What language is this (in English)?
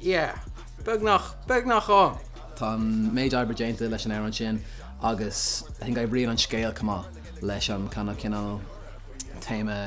Irish